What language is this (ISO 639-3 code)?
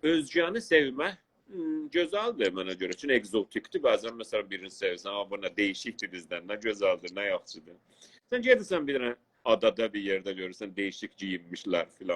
azb